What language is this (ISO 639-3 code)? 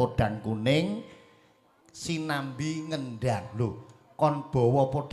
jav